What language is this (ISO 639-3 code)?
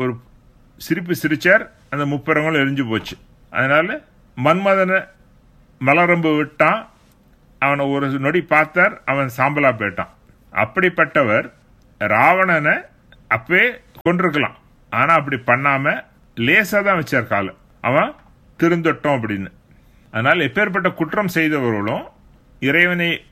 tam